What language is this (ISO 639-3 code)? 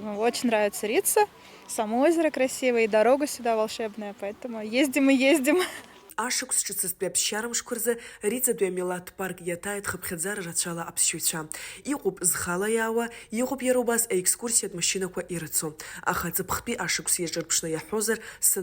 abk